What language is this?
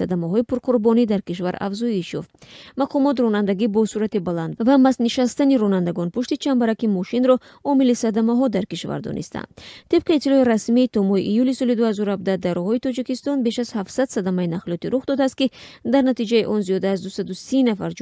Tajik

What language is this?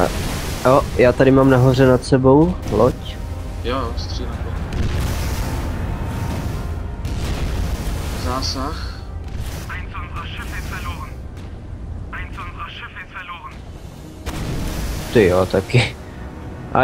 Czech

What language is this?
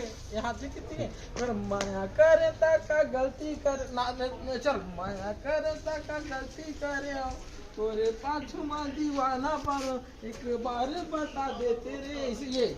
Chhattisgarhi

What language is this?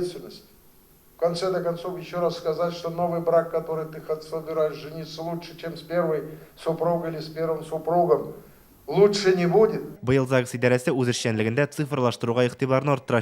Tatar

